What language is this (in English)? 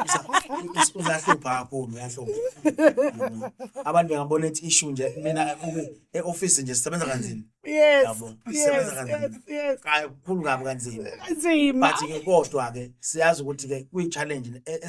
Zulu